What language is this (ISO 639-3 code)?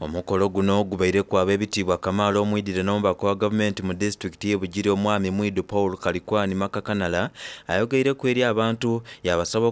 xog